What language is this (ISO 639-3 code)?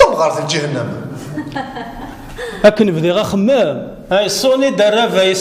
kab